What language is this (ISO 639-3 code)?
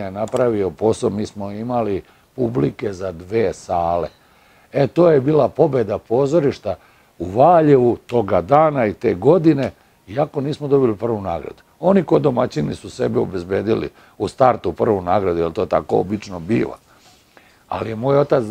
srp